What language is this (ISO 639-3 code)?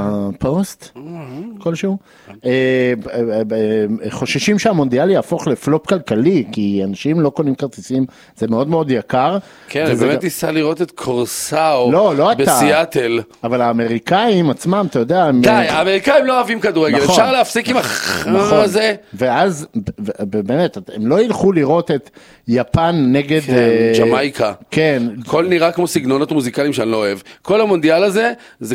heb